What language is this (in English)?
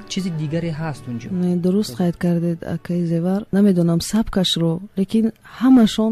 Tajik